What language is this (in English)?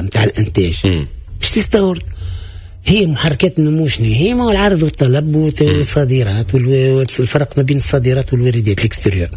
Tunisian Arabic